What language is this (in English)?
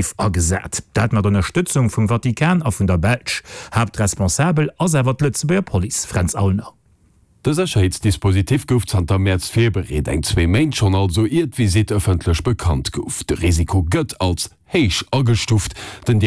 Luxembourgish